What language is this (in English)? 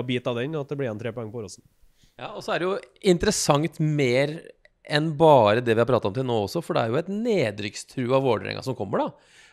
Norwegian